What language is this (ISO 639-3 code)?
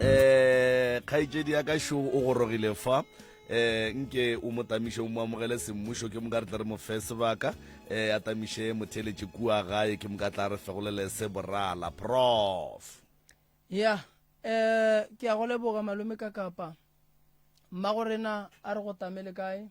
nso